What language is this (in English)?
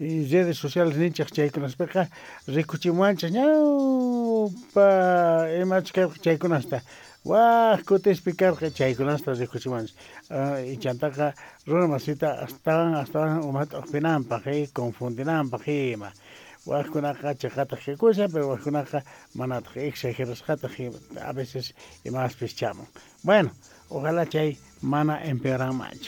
South Bolivian Quechua